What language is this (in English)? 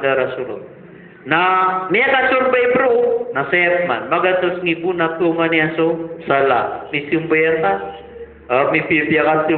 Maranao